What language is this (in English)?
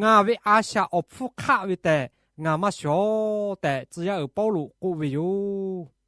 Lahu